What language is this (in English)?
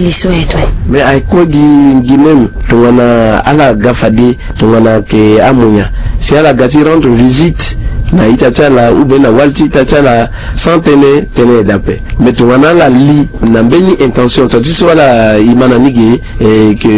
Sango